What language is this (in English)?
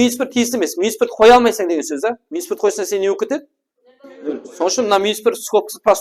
Kara-Kalpak